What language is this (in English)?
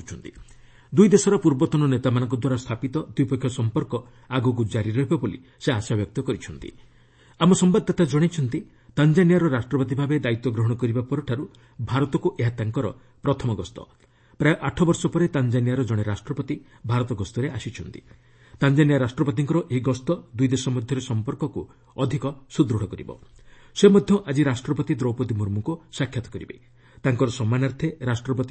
Odia